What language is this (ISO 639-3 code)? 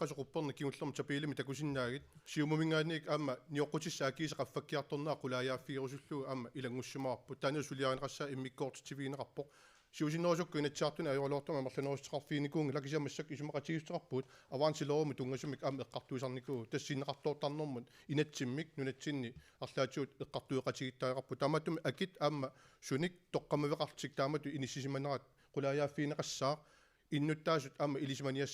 kal